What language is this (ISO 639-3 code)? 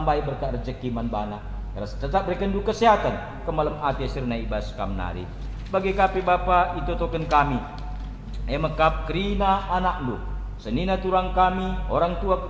btx